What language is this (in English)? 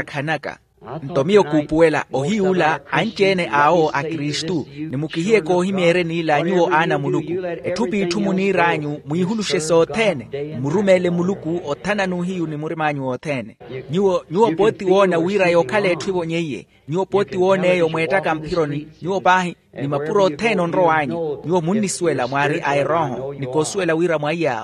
Makhuwa